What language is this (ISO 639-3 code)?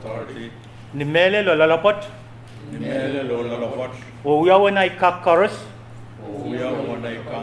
pon